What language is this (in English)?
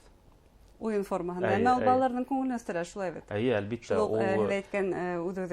Bashkir